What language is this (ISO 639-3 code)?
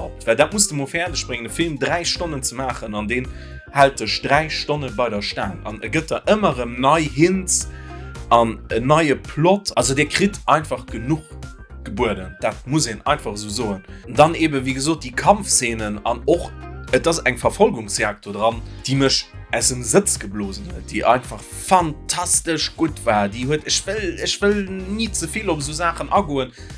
ltz